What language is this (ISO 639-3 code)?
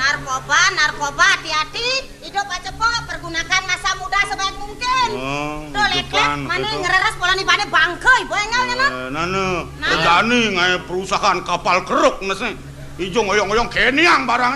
ban